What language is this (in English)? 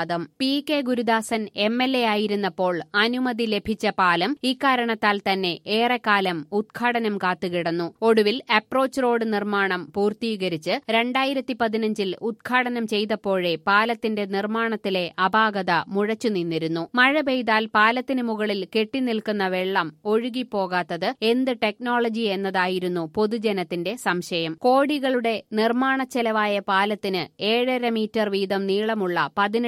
Malayalam